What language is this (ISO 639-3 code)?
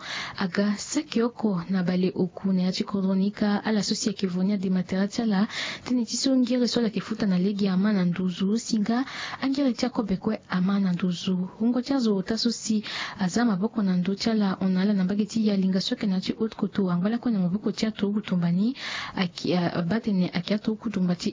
sag